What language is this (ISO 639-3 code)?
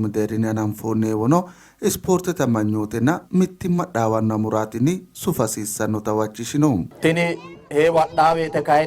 sid